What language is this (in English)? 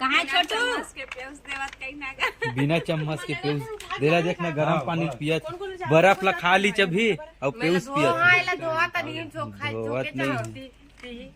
Chhattisgarhi